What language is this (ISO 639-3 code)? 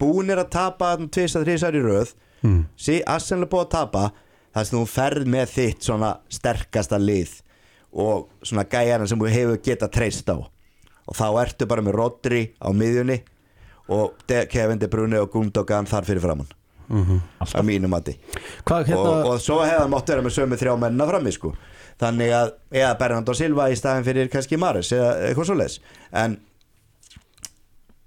isl